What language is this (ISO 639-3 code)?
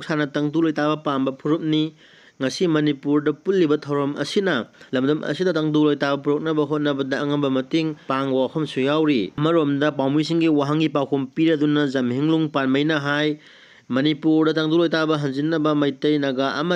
mni